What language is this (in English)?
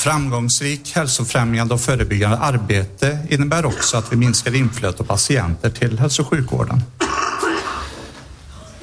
Swedish